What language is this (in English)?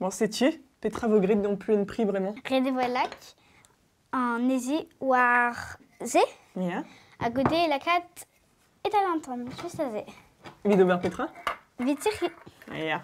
Breton